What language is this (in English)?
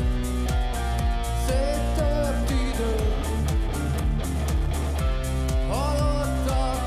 Hungarian